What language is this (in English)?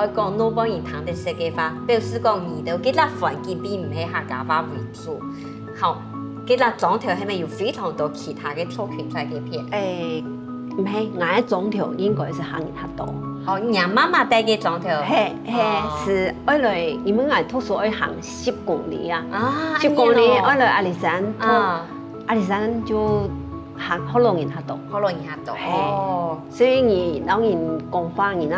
Hakka Chinese